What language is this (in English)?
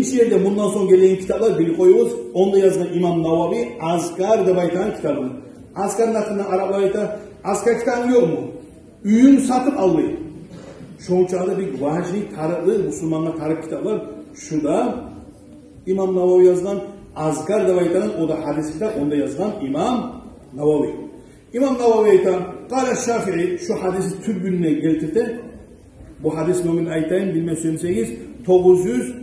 Kumyk